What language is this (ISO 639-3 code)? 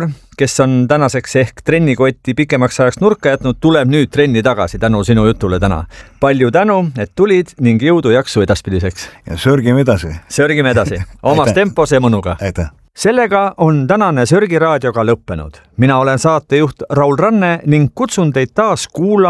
est